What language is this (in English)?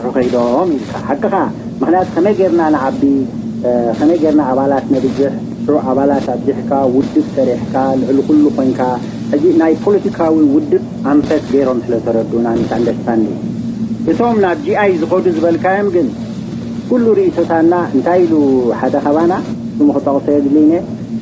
Tigrinya